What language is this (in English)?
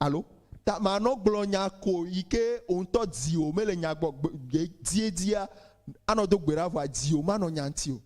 Ewe